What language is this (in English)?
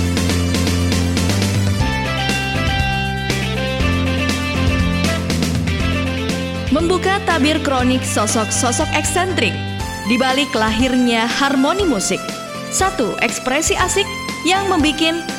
Indonesian